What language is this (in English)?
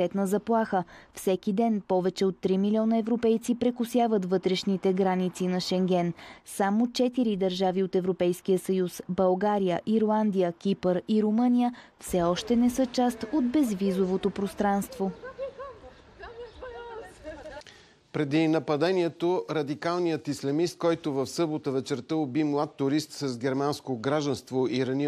Bulgarian